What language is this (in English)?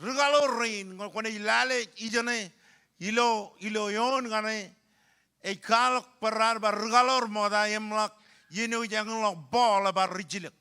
Marshallese